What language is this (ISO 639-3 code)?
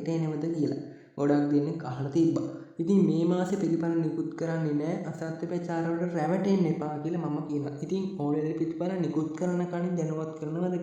sin